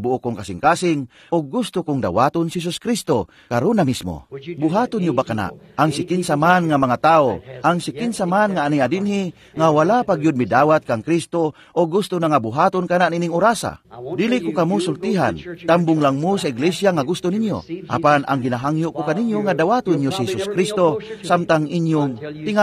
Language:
Cebuano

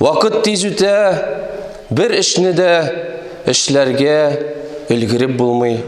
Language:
Tatar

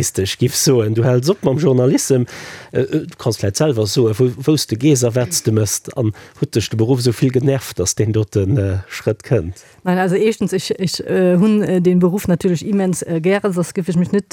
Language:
Luxembourgish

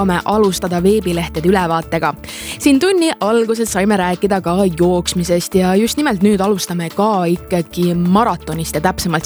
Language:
Estonian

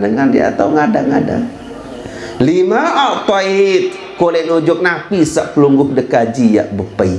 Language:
Sasak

